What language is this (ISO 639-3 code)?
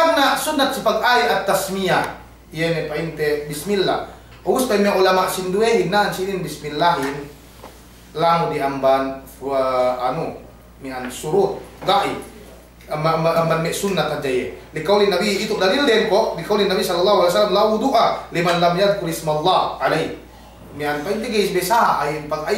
yka